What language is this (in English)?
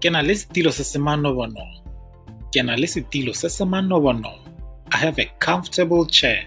Tswana